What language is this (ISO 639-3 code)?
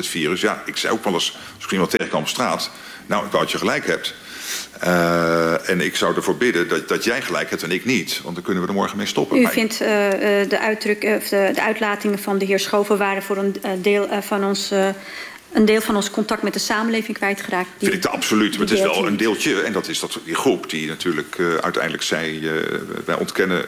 nld